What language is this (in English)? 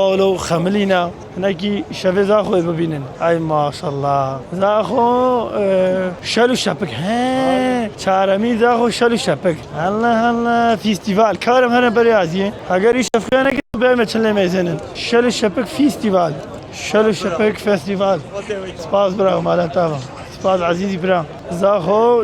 Kurdish